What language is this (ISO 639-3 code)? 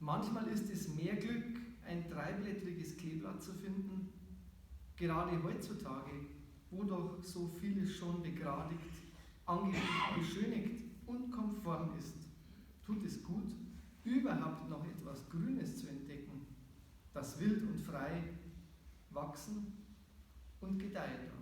bar